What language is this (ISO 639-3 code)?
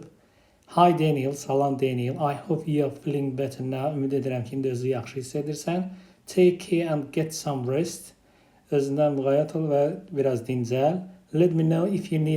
aze